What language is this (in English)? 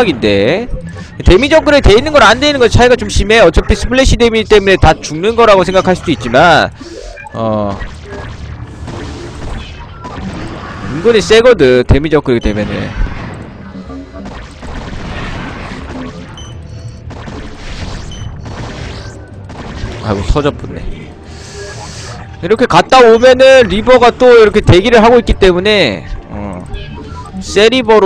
Korean